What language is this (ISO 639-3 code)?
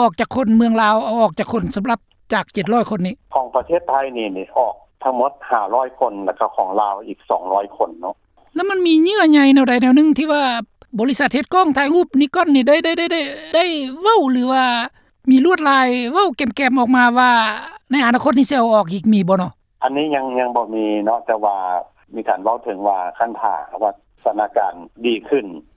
lao